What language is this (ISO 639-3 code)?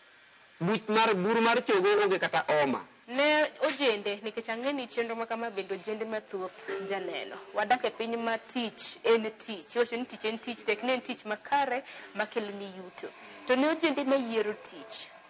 luo